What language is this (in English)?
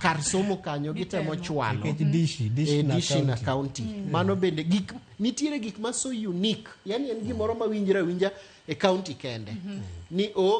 Luo (Kenya and Tanzania)